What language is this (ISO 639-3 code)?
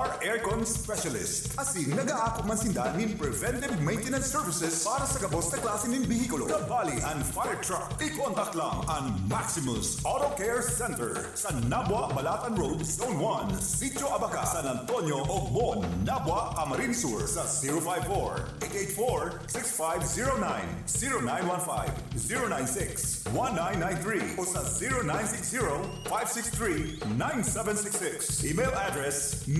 bik